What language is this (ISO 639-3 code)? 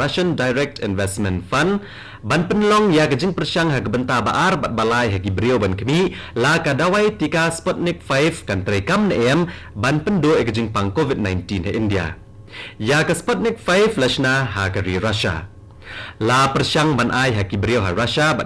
kha